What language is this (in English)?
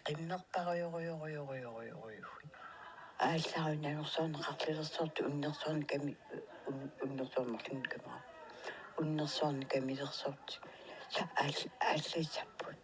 Kalaallisut